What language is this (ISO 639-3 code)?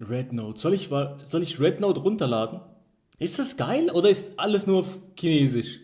gsw